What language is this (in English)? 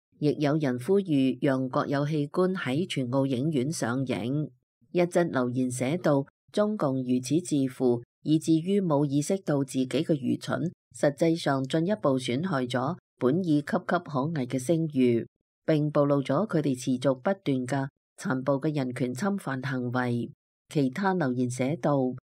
Cantonese